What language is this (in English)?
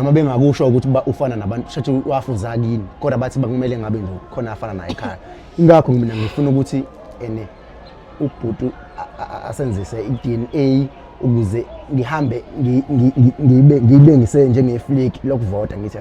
Zulu